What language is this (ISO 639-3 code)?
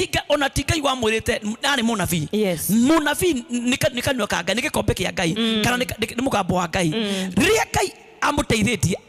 kik